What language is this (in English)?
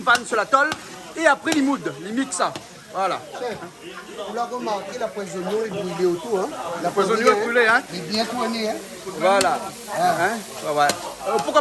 Réunion Creole French